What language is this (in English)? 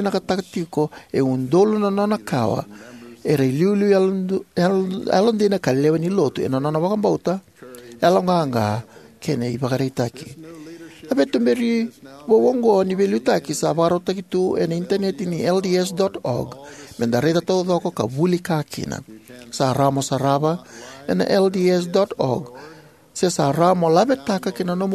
Fijian